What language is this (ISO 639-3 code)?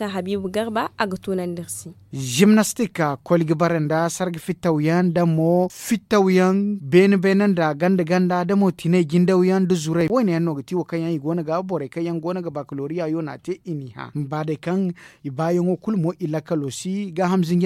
dje